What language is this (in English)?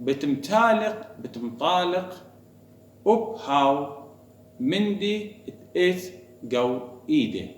Assyrian Neo-Aramaic